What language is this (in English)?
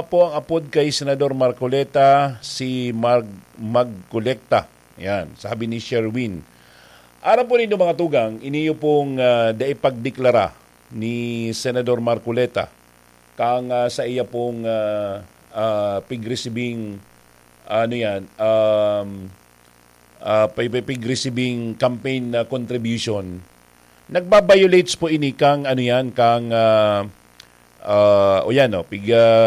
Bikol